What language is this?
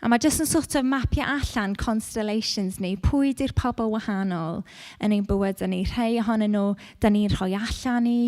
Welsh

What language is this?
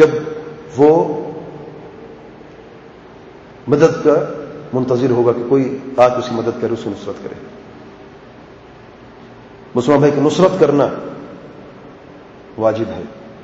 Urdu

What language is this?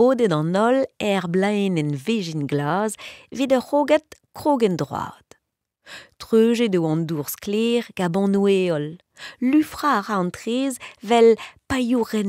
Breton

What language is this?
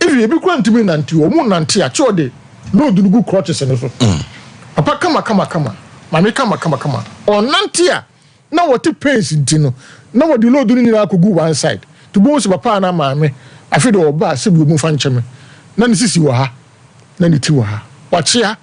Akan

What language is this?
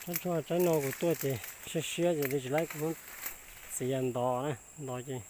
Hmong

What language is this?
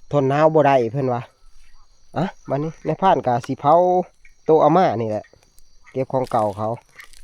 Northeastern Thai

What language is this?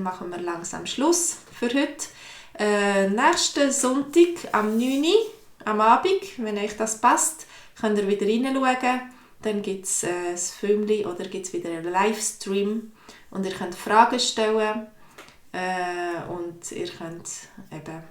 Swiss German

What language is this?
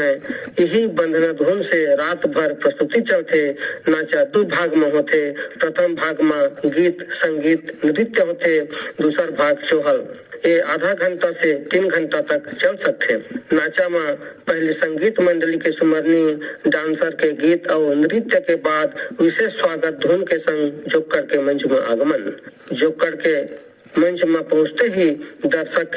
Chhattisgarhi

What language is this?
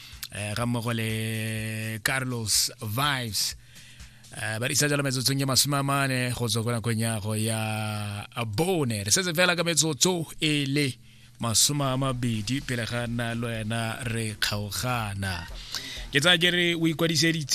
Tswana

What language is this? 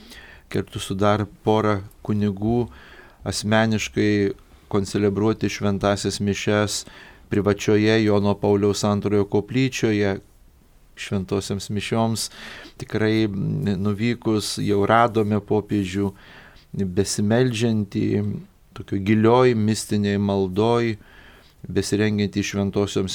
Lithuanian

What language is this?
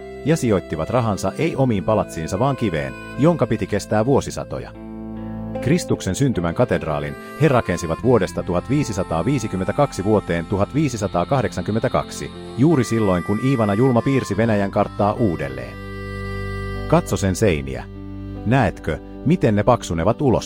Finnish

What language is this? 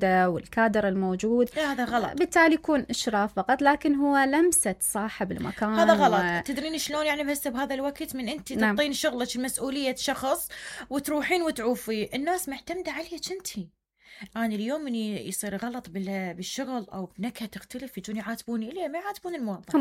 Mesopotamian Arabic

